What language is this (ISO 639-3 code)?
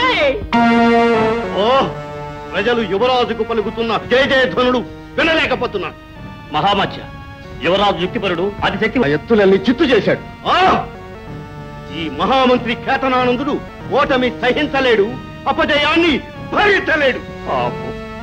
tel